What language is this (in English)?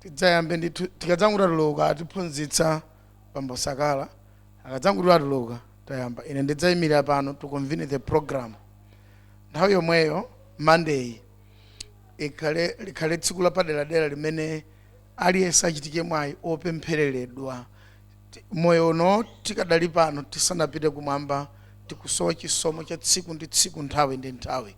Nyanja